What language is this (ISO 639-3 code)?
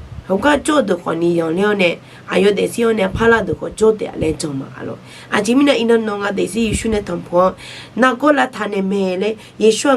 ahk